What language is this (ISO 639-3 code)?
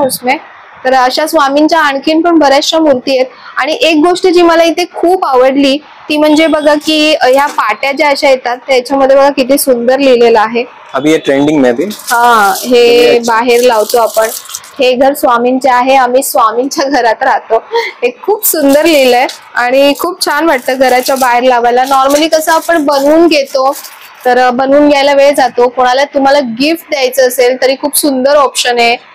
mar